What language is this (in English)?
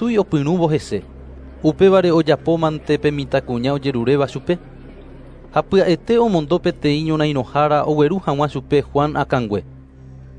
Guarani